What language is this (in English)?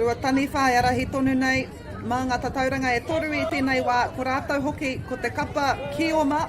Māori